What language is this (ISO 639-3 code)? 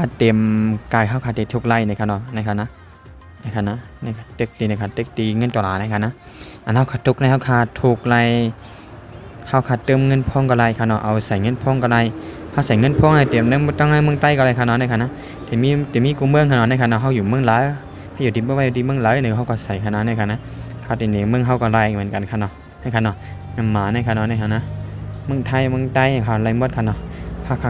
shn